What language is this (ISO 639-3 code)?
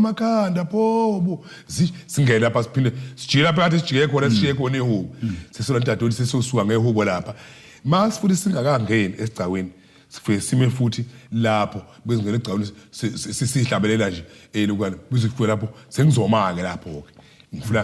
zul